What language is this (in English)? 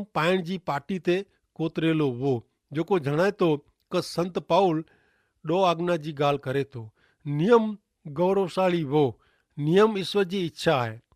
Kachhi